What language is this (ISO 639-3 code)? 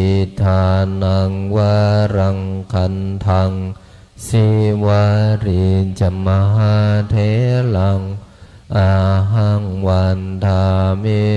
pli